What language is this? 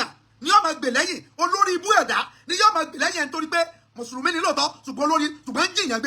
Yoruba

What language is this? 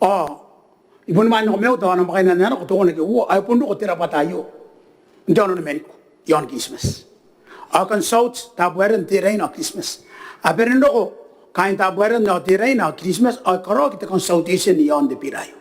Gilbertese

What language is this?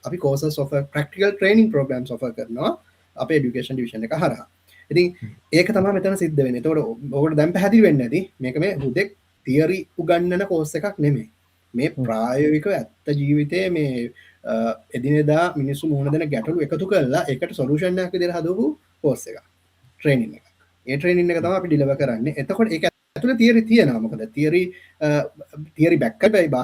Sinhala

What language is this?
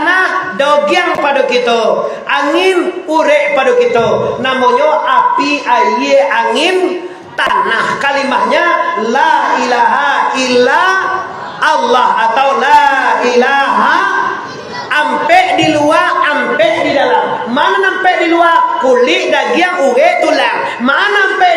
Minangkabau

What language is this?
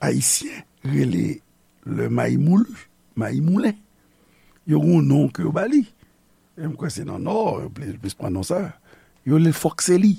Haitian Creole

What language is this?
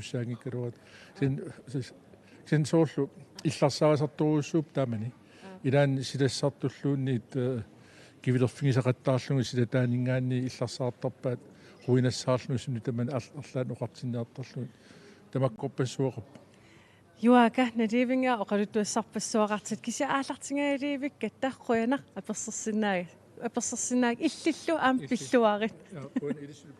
Kalaallisut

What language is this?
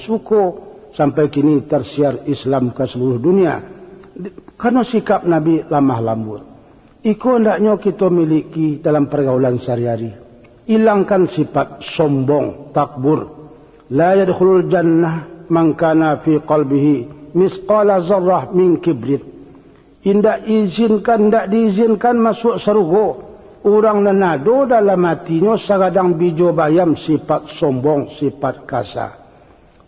Minangkabau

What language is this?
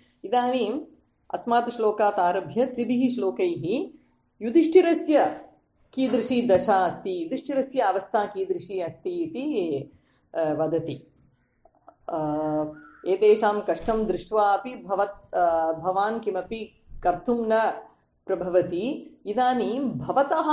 Sanskrit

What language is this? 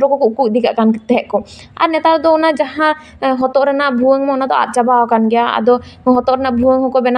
Santali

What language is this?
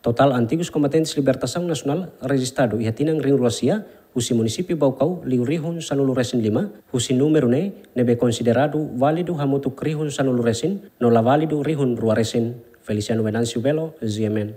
Tetum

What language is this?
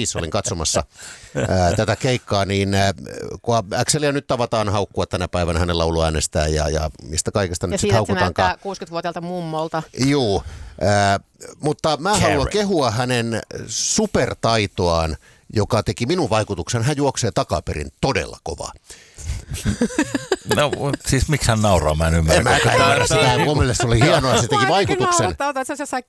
Finnish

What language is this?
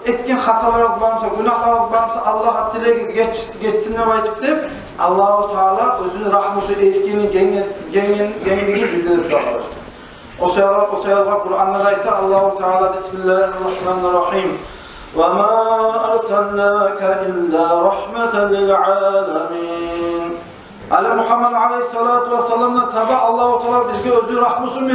Kumyk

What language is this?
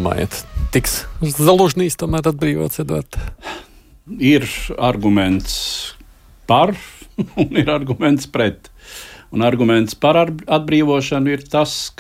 Latvian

